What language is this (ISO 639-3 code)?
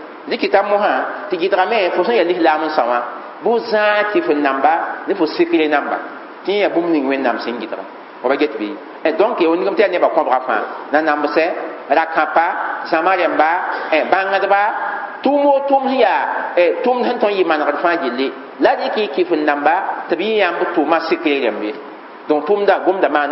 mos